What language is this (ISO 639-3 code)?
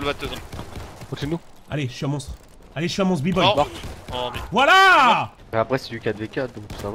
fra